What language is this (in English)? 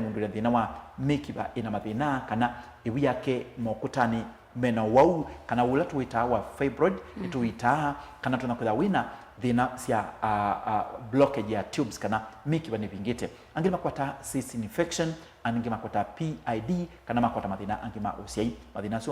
Kamba